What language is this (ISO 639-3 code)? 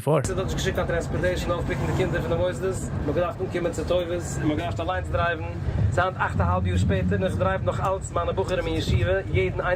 yid